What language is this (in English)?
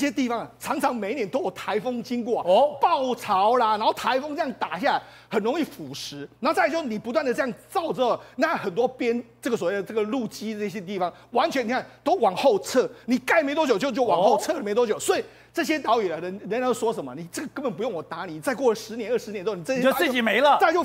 Chinese